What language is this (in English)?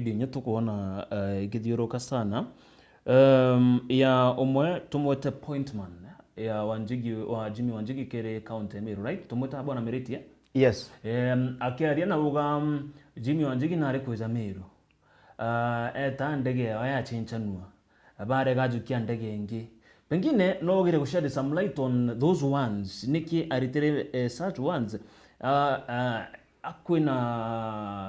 Meru